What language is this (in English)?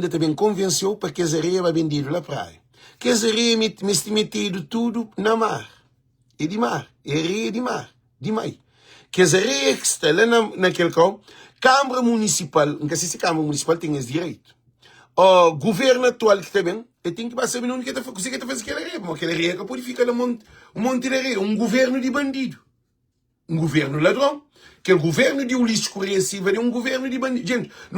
Kabuverdianu